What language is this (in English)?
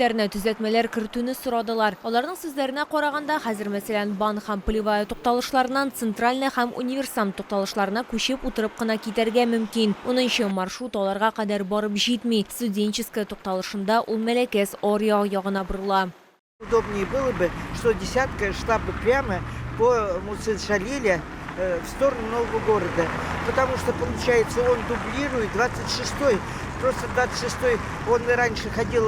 Tatar